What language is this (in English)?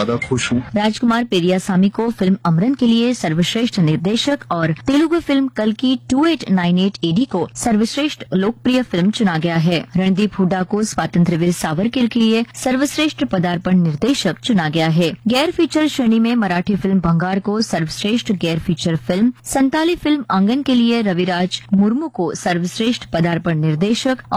Hindi